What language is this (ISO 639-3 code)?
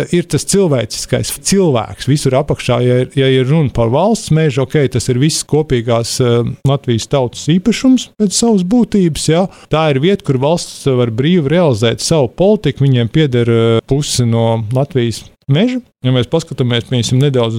lav